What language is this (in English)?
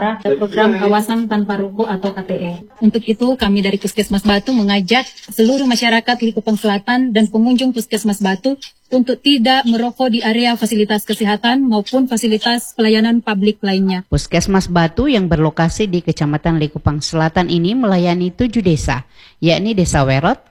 Indonesian